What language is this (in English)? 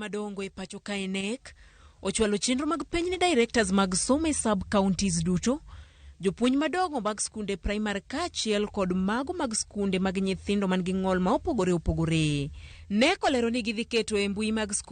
Luo (Kenya and Tanzania)